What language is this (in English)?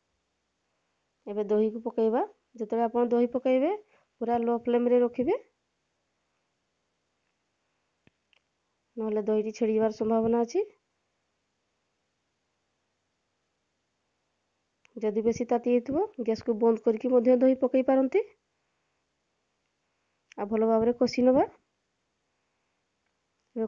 Odia